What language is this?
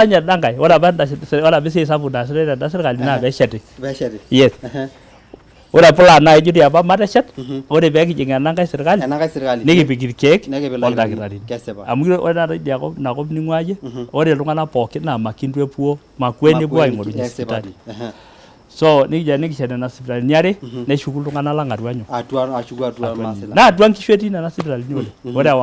Masai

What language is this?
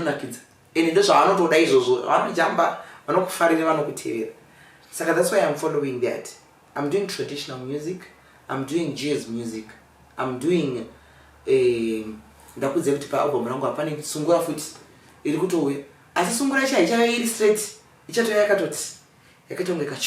Shona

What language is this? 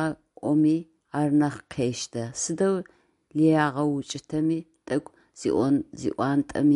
Adyghe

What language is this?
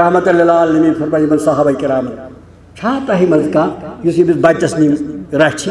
Kashmiri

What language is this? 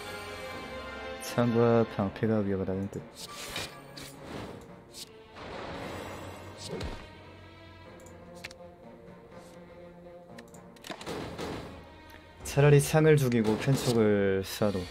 Korean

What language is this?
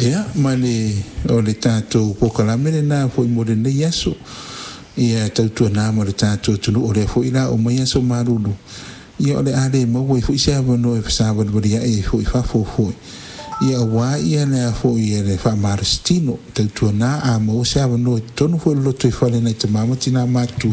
Samoan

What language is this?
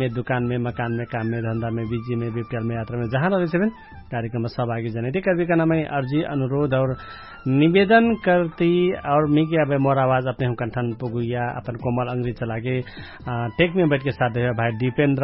Dangaura Tharu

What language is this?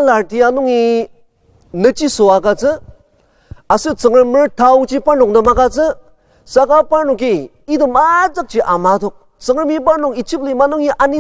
Ao Naga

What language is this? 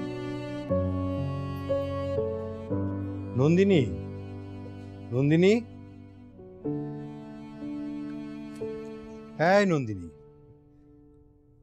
Bangla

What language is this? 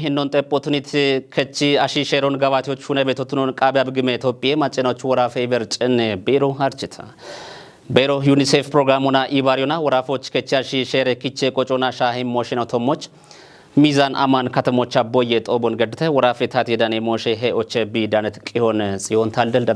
Kafa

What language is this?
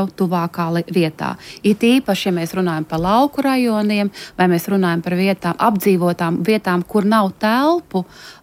Latvian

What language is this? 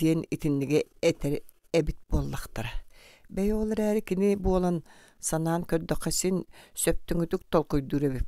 Yakut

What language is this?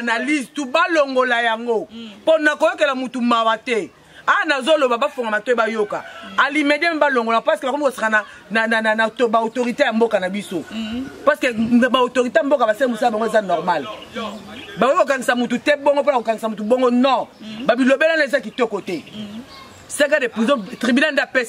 Lingala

